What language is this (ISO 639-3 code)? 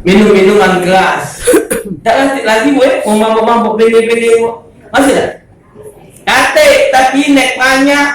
mui